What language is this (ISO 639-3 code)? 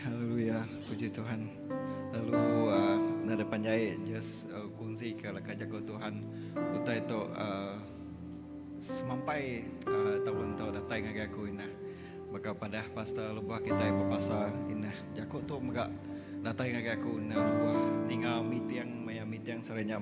iba